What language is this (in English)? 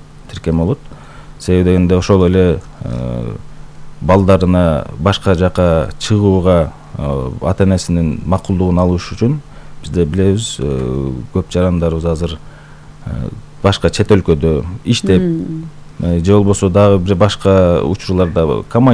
Kyrgyz